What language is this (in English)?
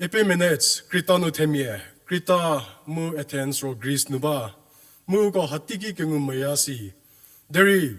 Angami Naga